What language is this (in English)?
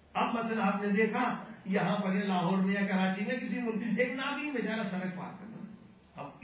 Urdu